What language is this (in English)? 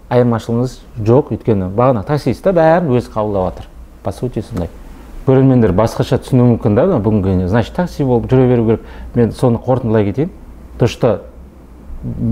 Kazakh